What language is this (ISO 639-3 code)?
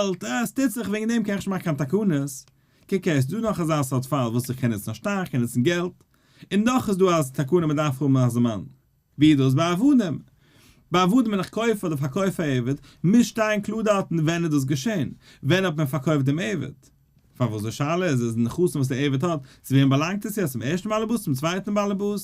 yid